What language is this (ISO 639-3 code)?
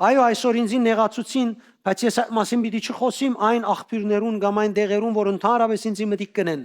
hyw